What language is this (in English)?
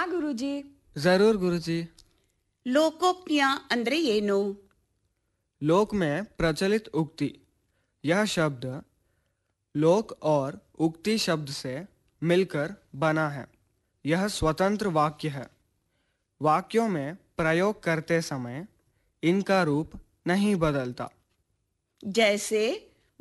Kannada